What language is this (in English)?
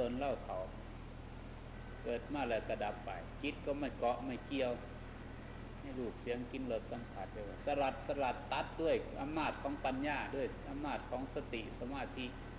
Thai